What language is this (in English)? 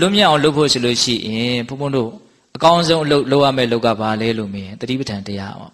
Burmese